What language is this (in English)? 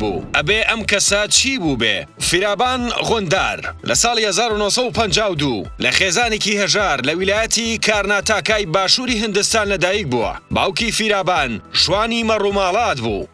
Central Kurdish